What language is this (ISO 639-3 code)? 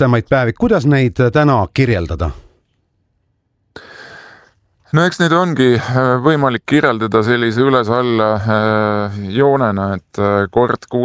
est